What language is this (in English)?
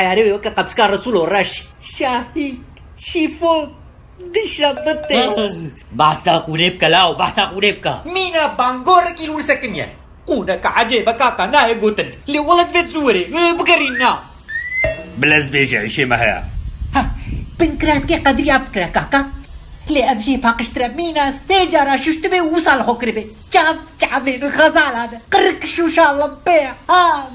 Kurdish